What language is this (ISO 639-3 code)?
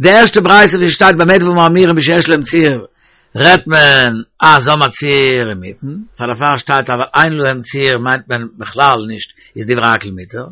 yid